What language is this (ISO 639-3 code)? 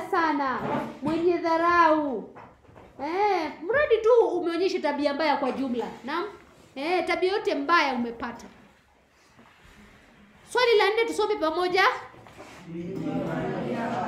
swa